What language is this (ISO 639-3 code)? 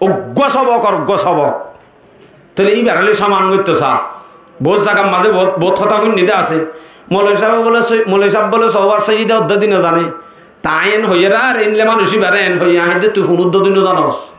rhg